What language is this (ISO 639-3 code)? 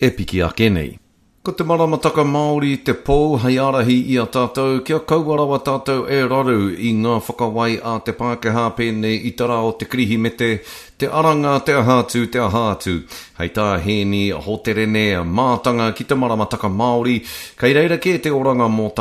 mri